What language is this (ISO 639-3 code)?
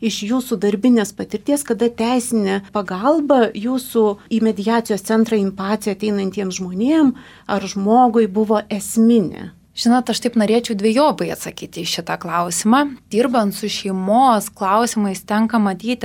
lit